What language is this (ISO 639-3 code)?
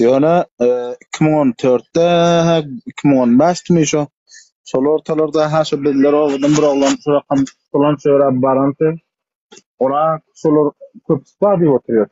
tuk